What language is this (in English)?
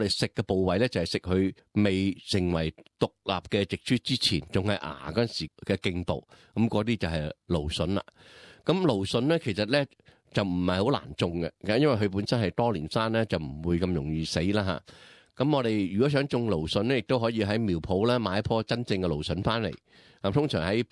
Cantonese